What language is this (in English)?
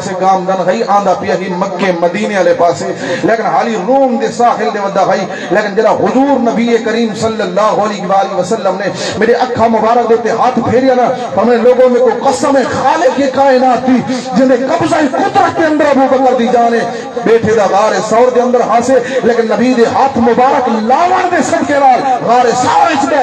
Saraiki